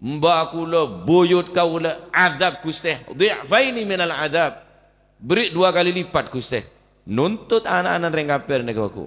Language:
Madurese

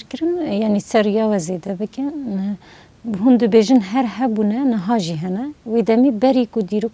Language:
Kurdish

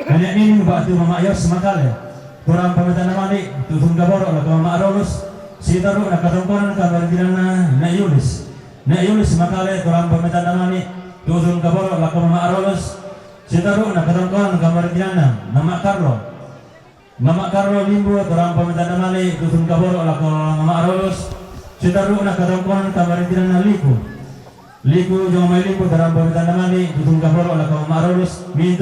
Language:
Toraja-Sa'dan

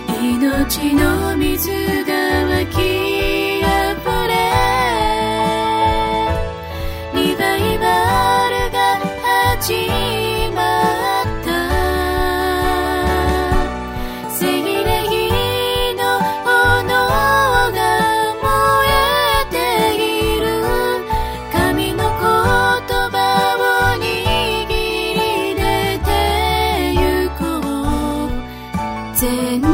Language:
Japanese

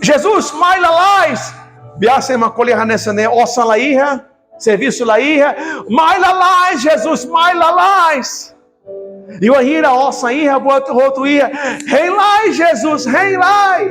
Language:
Tetum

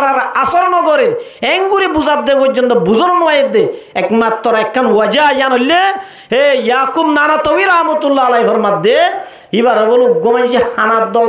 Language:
Rohingya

